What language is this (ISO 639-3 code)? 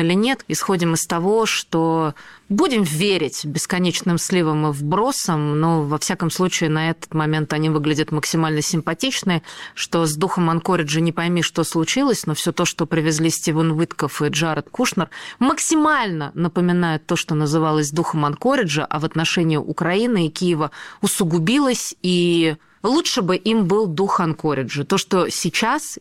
rus